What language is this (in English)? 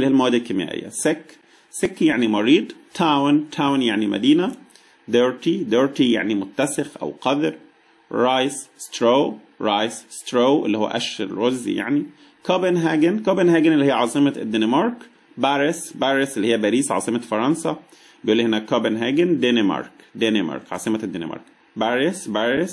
Egyptian Arabic